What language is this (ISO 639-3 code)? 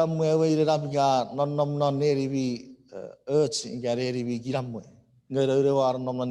chk